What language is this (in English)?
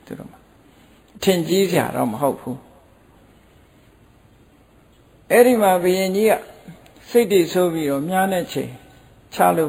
Burmese